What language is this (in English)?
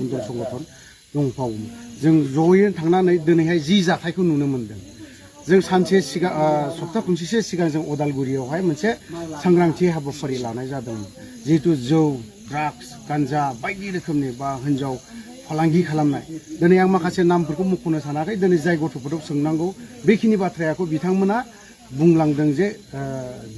Bodo